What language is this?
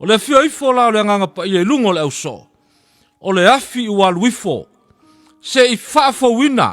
Samoan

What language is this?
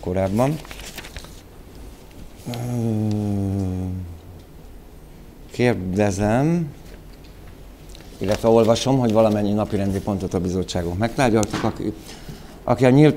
Hungarian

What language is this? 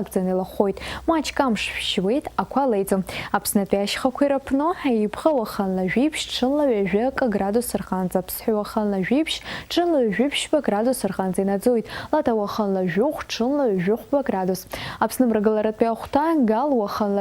Abkhazian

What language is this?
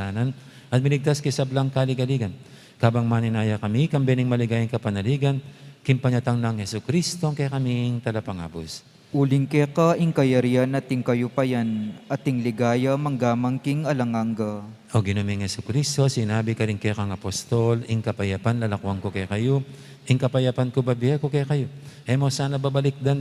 Pampanga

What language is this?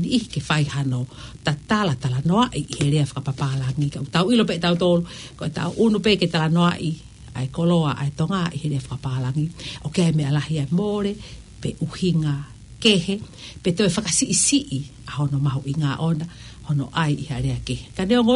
Tongan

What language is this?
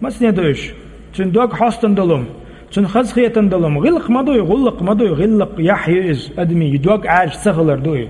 Chechen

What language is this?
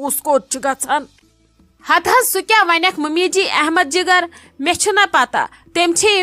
Kashmiri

